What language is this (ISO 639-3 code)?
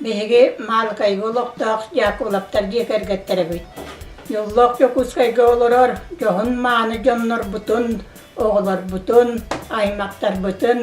sah